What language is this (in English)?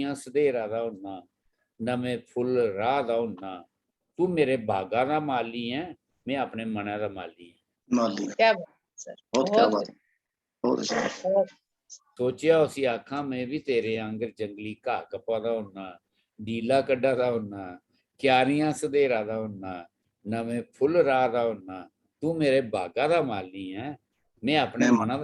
Dogri